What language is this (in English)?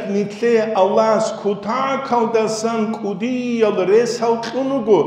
Avaric